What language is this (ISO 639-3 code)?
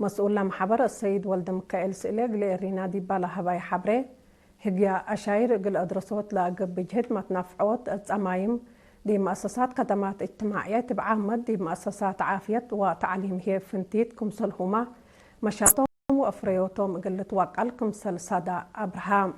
tig